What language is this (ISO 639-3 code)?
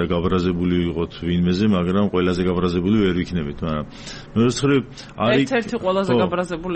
kat